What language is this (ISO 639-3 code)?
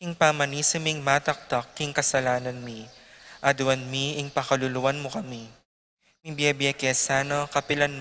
pam